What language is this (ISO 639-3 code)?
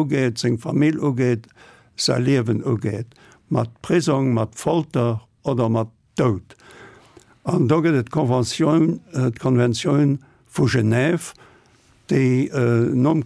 ltz